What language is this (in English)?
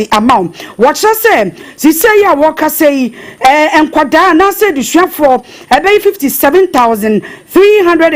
Akan